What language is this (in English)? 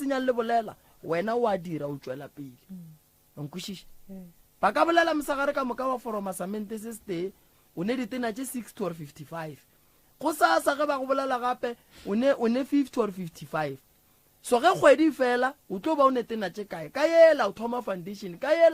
Northern Sotho